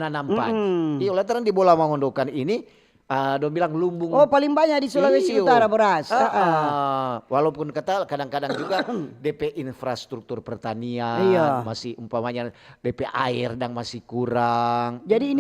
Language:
Manado Malay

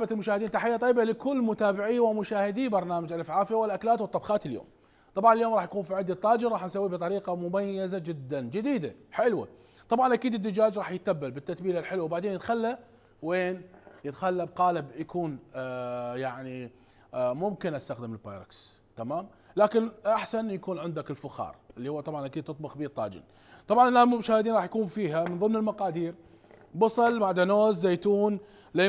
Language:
Mesopotamian Arabic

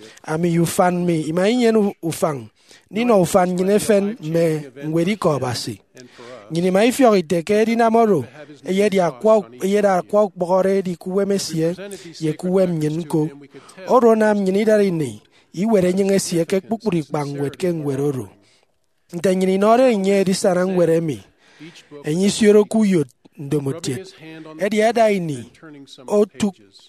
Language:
Efik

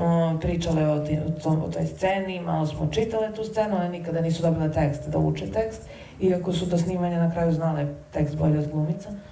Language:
Serbian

